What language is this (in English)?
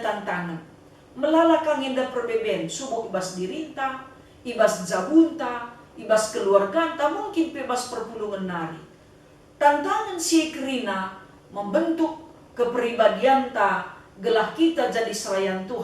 Batak Karo